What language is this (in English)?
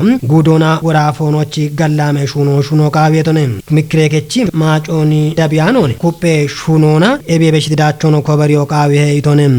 Kafa